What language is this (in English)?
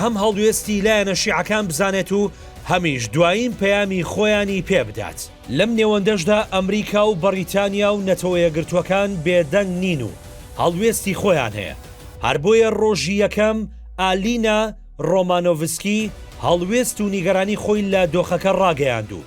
Central Kurdish